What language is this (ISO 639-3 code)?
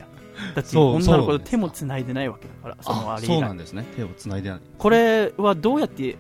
jpn